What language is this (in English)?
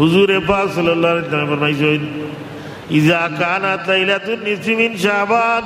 Sylheti